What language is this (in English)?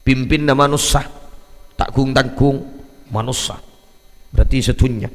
Madurese